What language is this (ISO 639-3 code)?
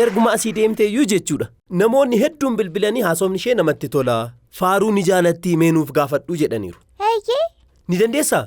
orm